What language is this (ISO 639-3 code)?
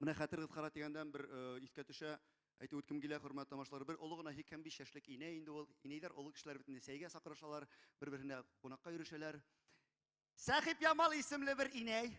bak